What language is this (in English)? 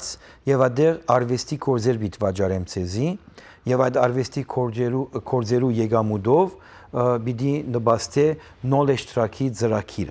Western Armenian